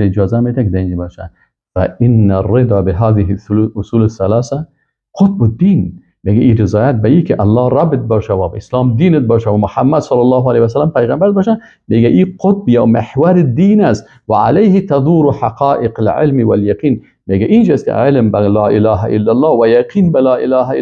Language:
Persian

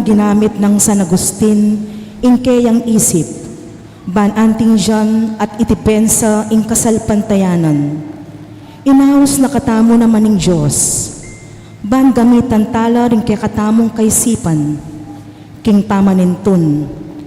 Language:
Pampanga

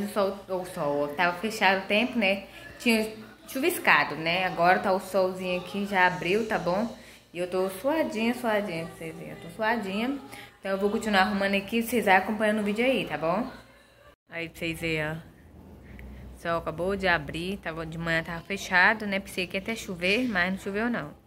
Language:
Portuguese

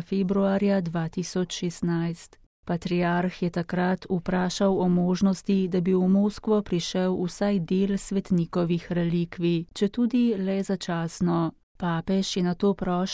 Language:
Slovenian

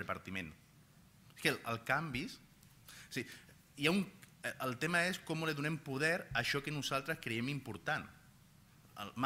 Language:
Catalan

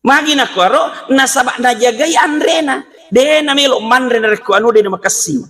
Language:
Buginese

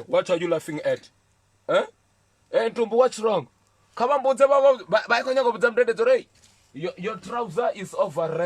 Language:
Venda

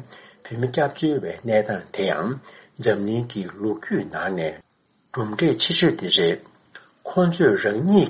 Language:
Tibetan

